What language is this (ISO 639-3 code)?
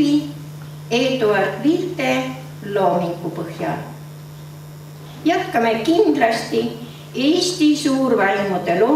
est